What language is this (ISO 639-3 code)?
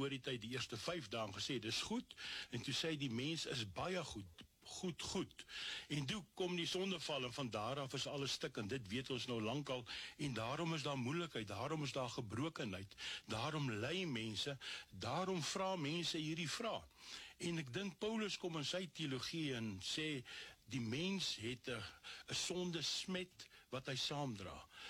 afr